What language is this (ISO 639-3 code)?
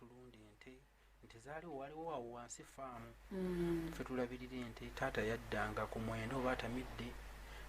lug